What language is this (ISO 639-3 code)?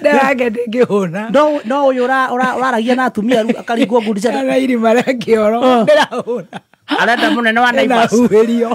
kik